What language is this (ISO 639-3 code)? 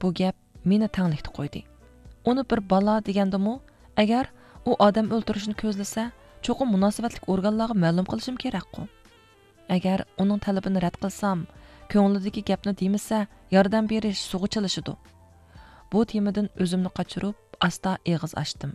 uig